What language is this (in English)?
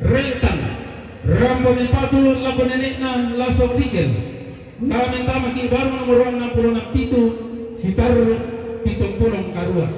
Toraja-Sa'dan